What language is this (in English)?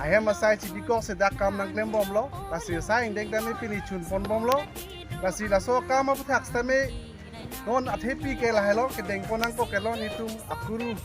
Karbi